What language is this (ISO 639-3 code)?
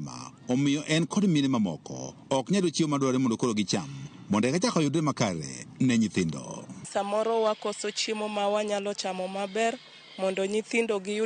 luo